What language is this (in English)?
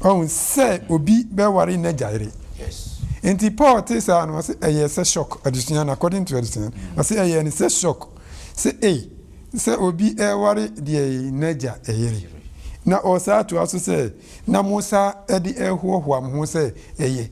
Akan